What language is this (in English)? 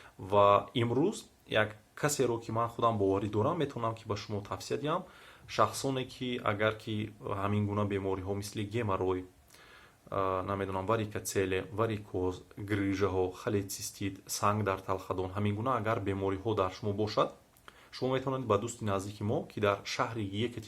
Tajik